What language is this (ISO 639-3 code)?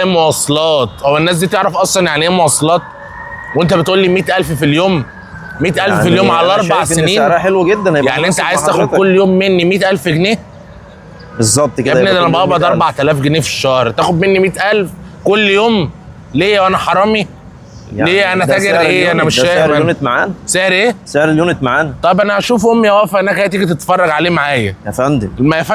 arz